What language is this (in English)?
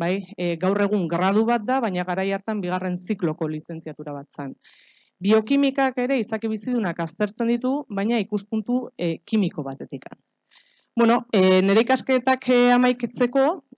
Basque